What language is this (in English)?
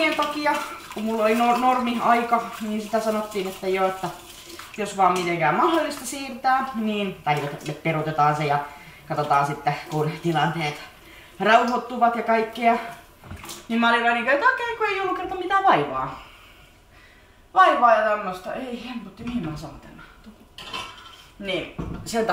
Finnish